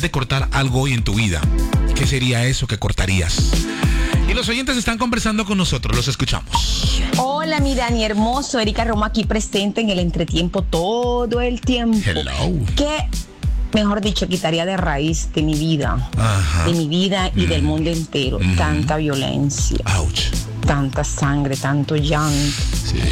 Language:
Spanish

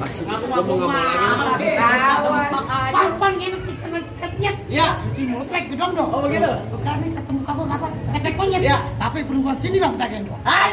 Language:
Betawi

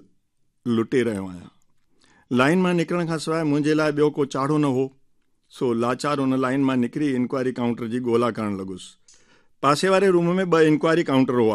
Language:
Sindhi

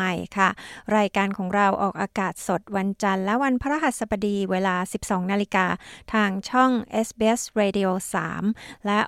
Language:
Thai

